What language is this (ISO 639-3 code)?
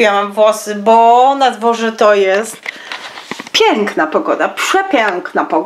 pol